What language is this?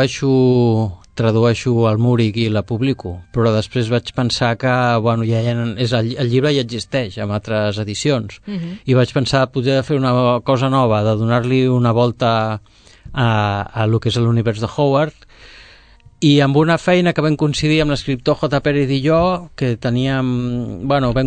Catalan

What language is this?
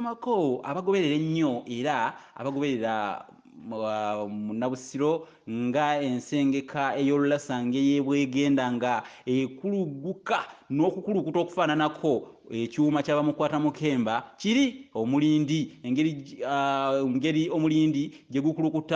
Ganda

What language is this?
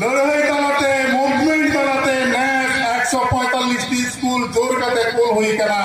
Santali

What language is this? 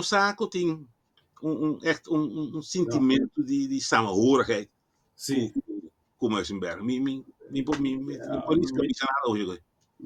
Papiamento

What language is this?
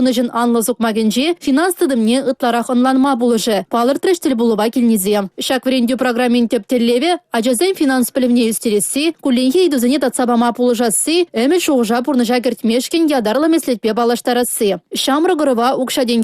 Chuvash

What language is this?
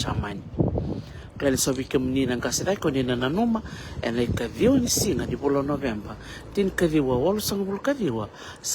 Fijian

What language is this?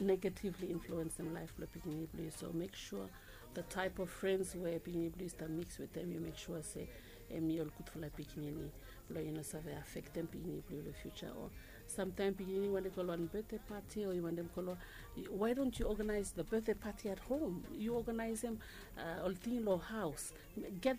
Bislama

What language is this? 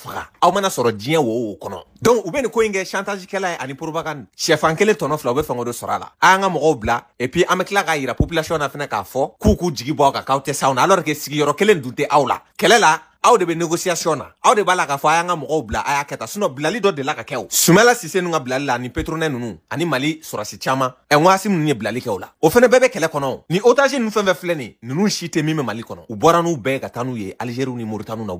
Bambara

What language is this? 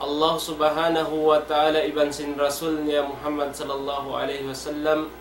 Tausug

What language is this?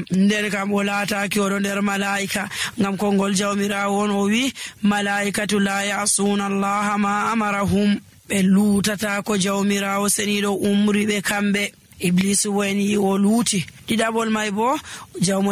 Nigerian Fulfulde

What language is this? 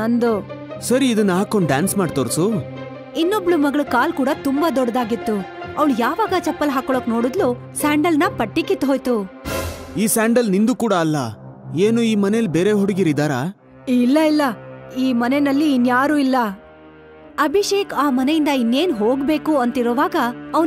Kannada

